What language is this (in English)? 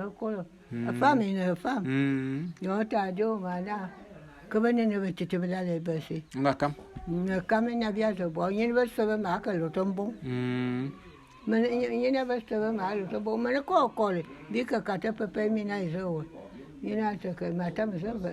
Bulu